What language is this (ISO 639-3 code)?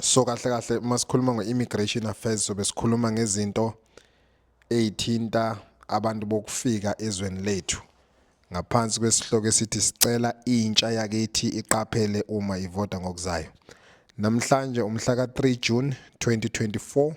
zul